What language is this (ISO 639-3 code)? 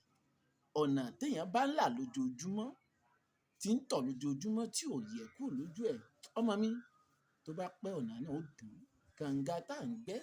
yor